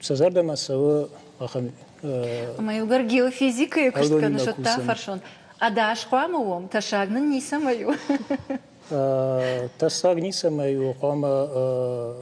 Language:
Ossetic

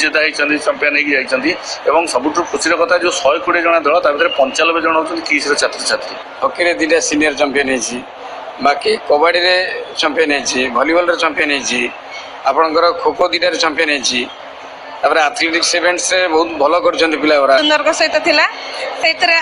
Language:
Odia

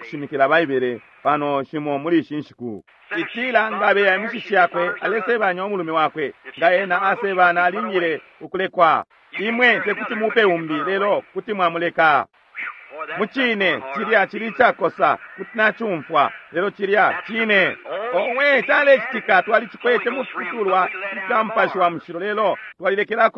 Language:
Bemba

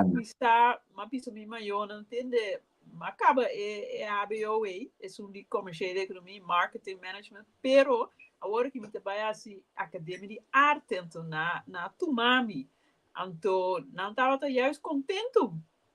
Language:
Papiamento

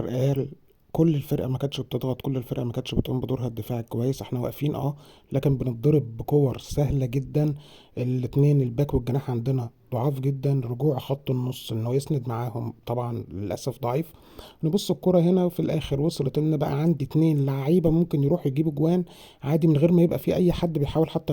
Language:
Egyptian Arabic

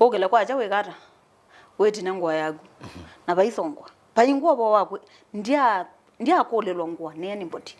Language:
Kamba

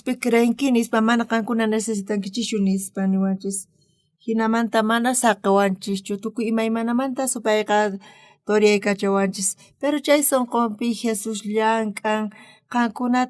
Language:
South Bolivian Quechua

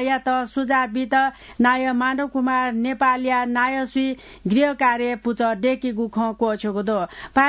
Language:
Newari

